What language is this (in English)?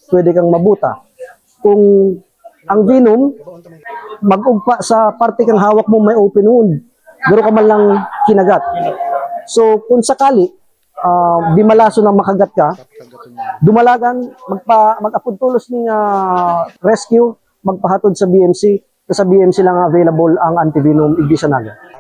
Bikol